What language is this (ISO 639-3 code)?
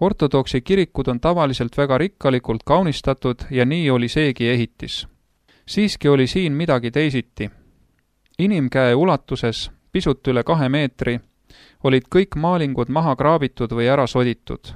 est